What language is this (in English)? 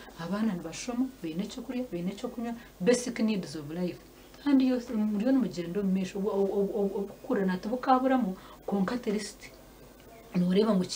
Nyankole